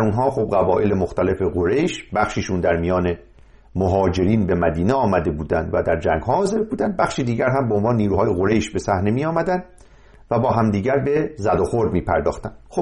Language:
Persian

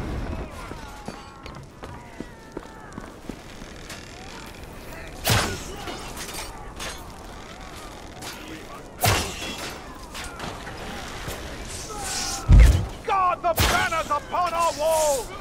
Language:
English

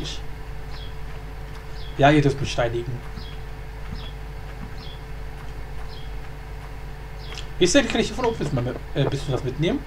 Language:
German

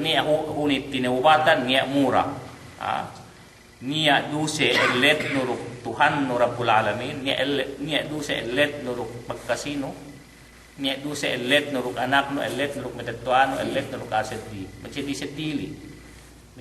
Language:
Yakan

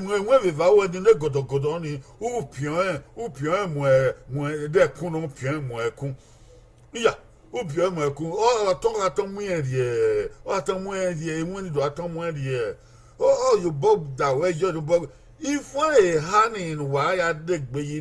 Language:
Bini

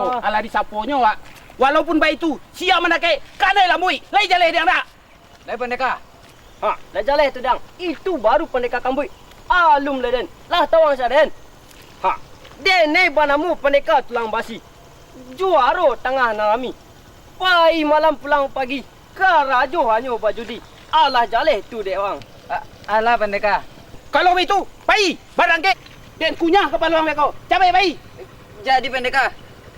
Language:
Minangkabau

